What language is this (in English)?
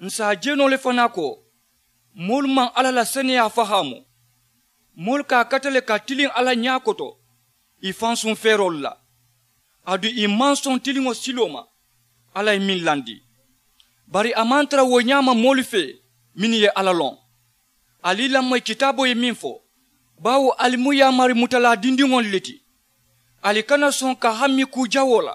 Mandingo